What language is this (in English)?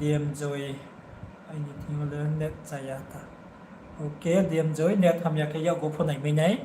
Riang (India)